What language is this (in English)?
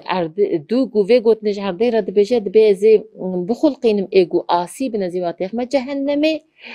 Kurdish